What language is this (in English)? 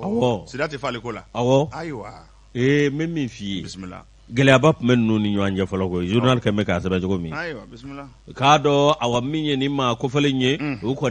Bambara